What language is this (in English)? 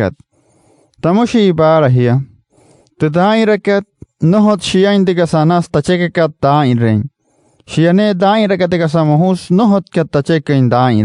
Wayuu